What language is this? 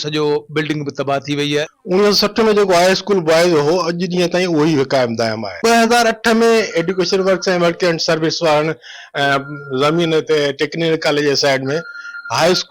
Sindhi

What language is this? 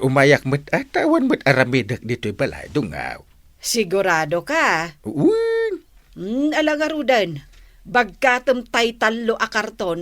Iloko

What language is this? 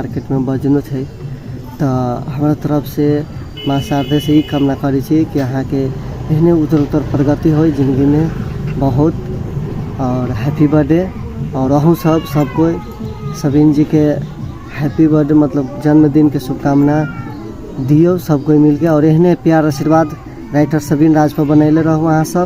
Maithili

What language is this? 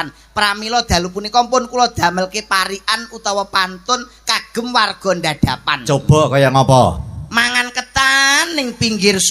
Javanese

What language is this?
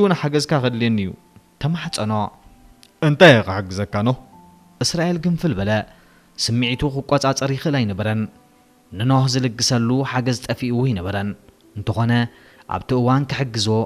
Tigrinya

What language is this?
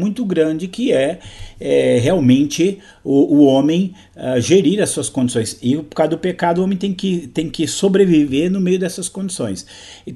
Portuguese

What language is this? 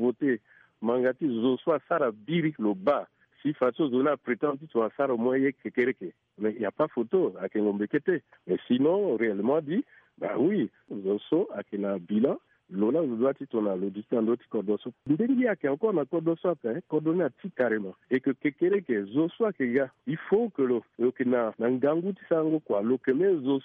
Sango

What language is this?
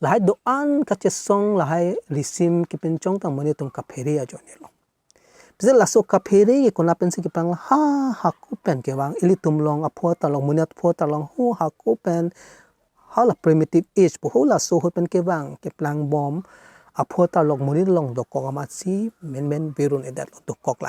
Karbi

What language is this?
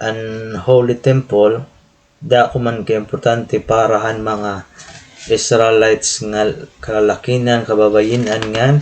Waray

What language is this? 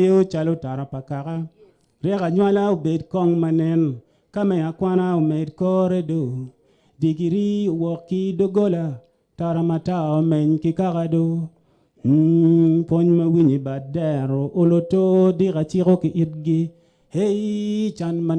Acoli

